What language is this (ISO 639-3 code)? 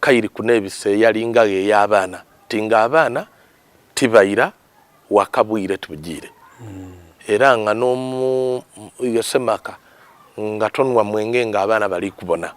xog